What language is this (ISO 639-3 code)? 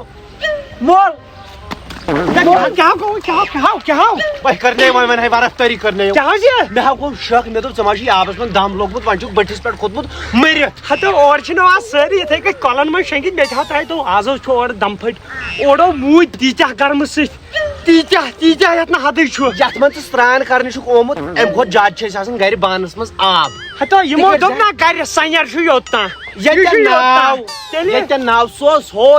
kas